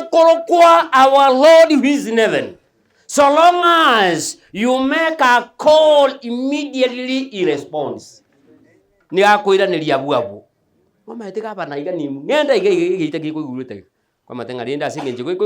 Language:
Gusii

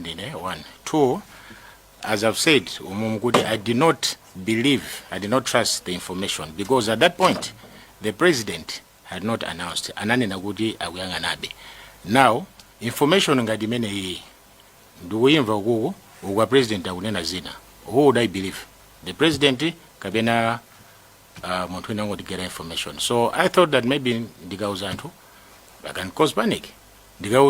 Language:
Nyanja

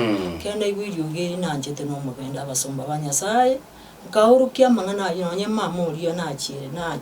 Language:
Gusii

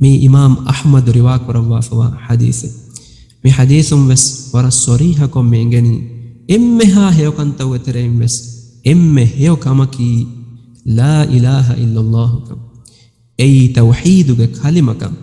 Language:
Divehi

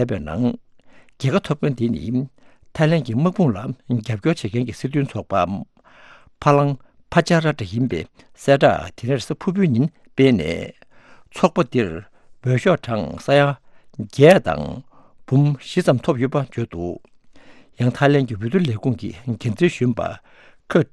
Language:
Tibetan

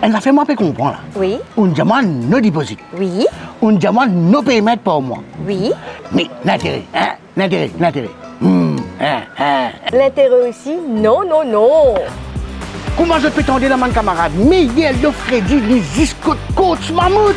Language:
Morisyen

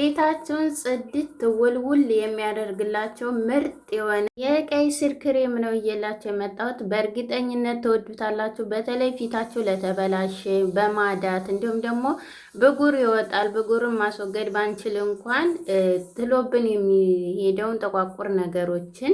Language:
Amharic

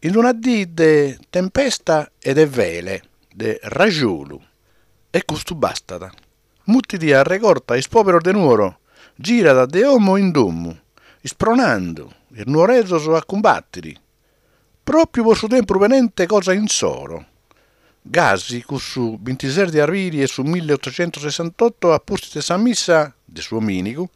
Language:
Sardinian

